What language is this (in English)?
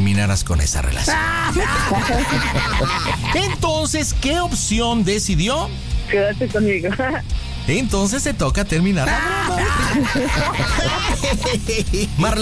Spanish